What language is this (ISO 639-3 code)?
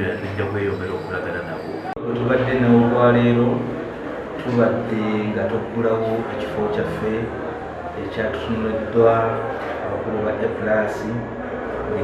lug